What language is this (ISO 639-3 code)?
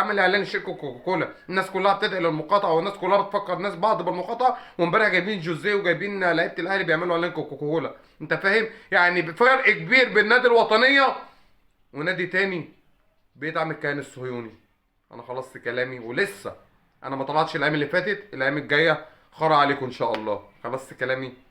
arz